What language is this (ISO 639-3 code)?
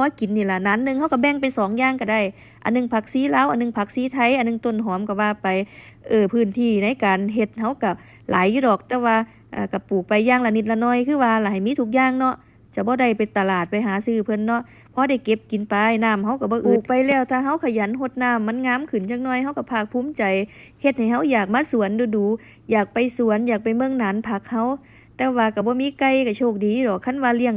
tts